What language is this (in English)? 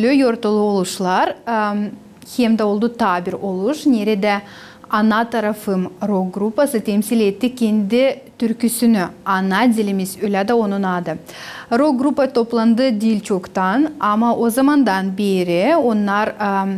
Gagauz